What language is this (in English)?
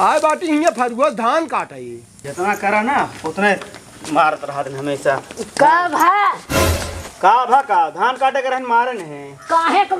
Awadhi